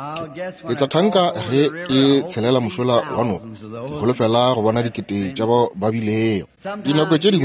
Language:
Northern Sotho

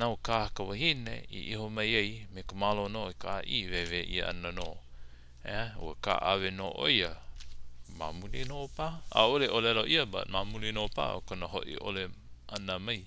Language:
Hawaiian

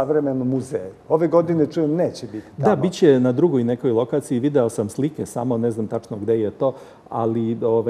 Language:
Serbian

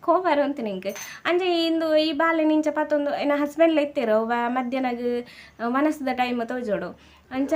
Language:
Tulu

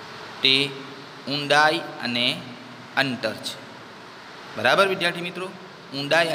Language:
Gujarati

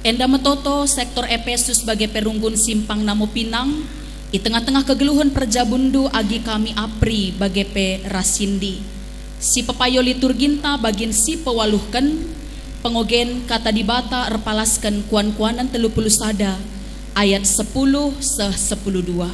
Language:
Batak Karo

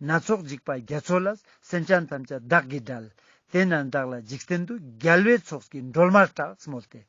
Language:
Ladakhi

